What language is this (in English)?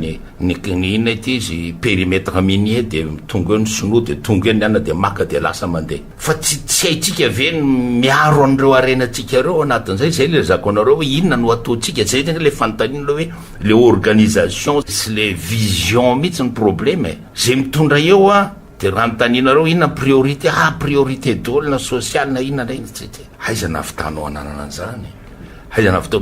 Malagasy